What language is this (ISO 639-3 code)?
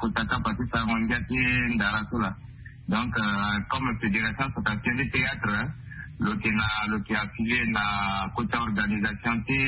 sag